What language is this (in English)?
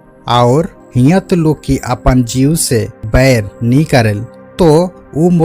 Sadri